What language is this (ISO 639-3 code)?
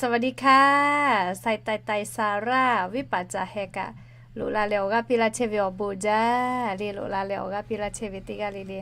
lhu